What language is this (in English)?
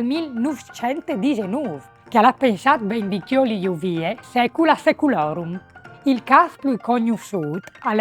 Friulian